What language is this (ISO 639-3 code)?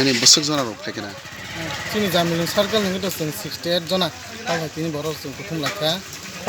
trp